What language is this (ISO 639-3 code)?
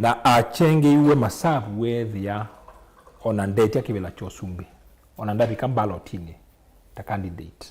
kam